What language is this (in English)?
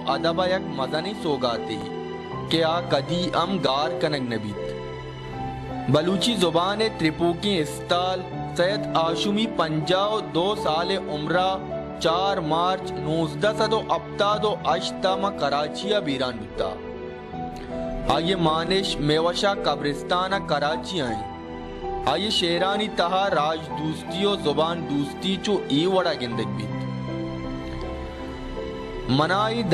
Baluchi